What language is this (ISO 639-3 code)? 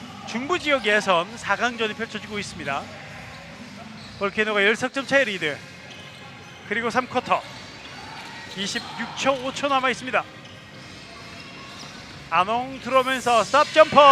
kor